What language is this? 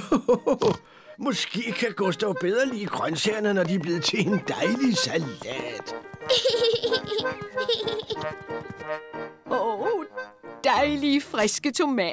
Danish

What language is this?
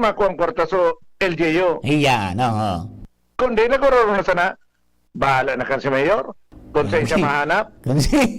Bikol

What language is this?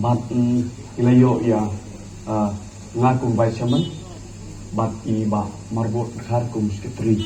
Khasi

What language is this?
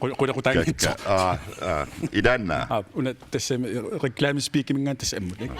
Kalaallisut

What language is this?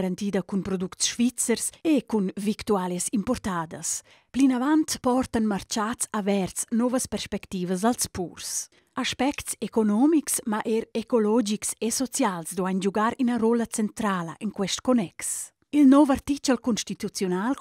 Romansh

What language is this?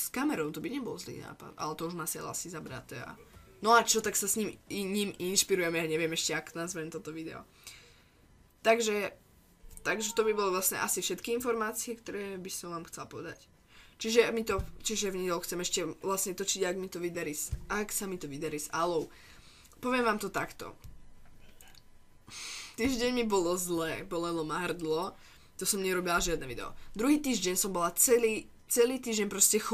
Slovak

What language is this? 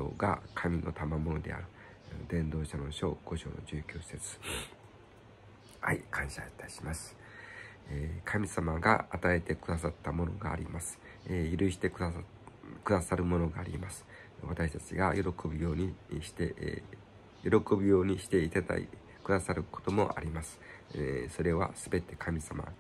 Japanese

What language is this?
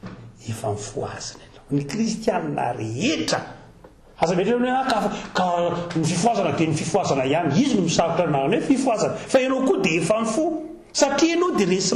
Malagasy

